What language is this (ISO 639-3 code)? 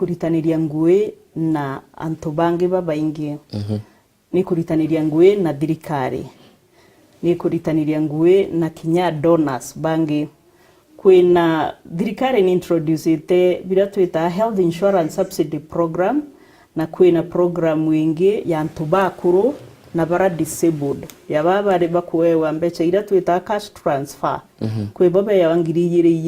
mer